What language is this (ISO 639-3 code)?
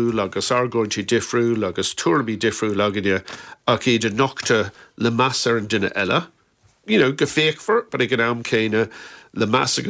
gle